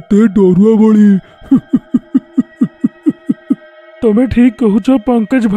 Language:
Odia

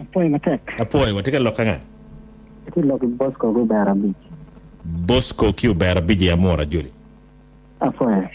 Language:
Acoli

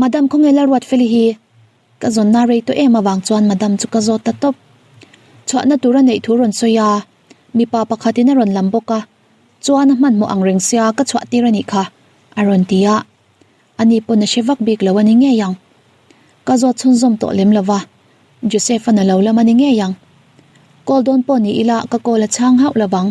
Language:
Mizo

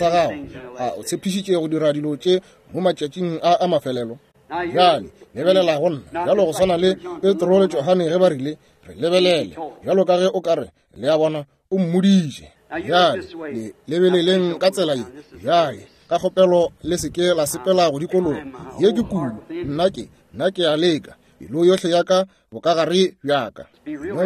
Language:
Northern Sotho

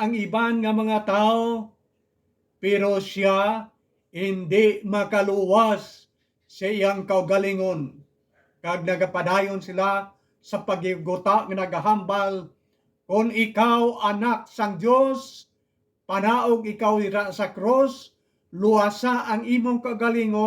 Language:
Hiligaynon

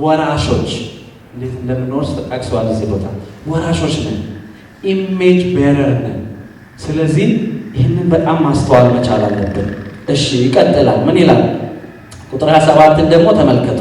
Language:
Amharic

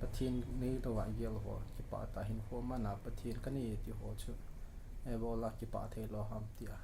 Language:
Thado Chin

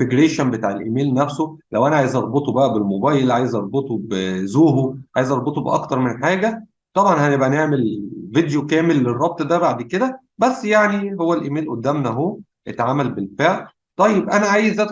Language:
Egyptian Arabic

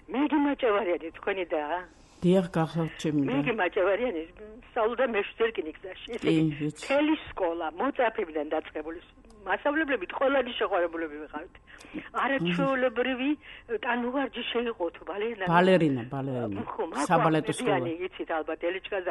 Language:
Georgian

